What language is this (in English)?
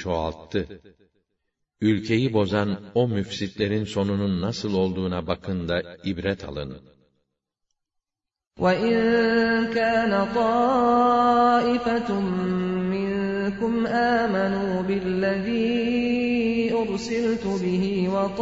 Turkish